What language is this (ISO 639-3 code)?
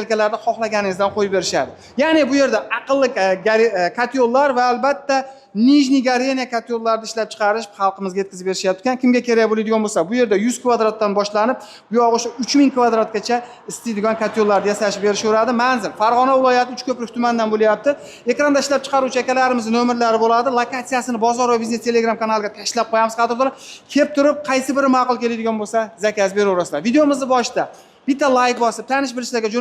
uzb